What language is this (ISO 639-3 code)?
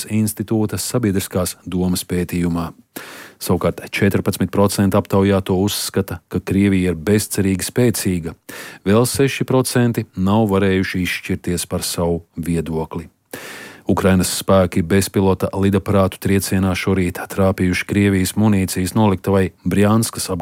lav